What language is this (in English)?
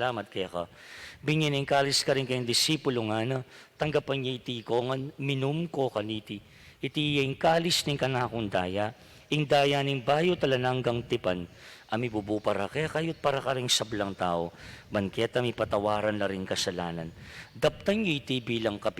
Pampanga